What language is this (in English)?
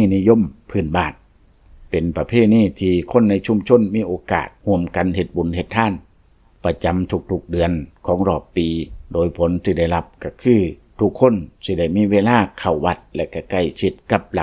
Lao